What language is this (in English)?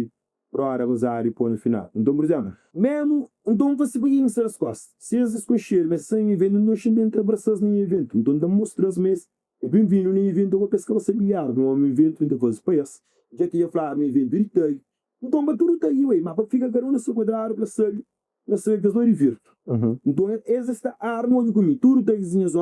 Kabuverdianu